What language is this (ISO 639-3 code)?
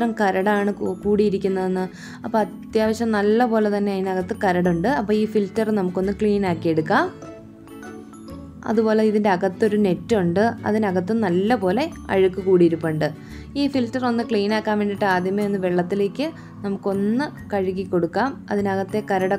mal